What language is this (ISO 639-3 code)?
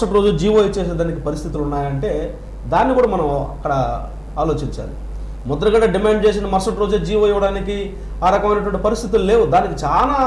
tel